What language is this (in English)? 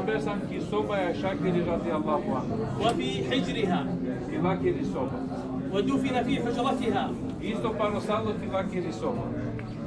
Balkan Romani